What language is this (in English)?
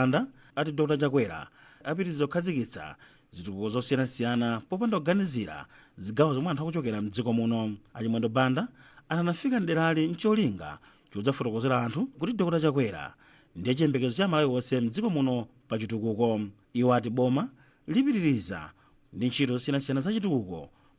Nyanja